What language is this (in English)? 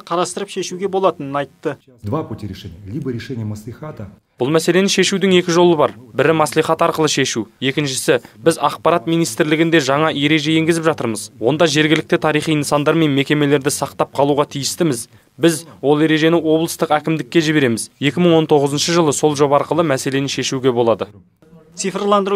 Kazakh